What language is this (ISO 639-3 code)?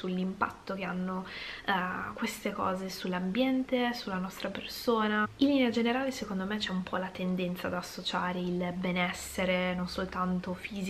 ita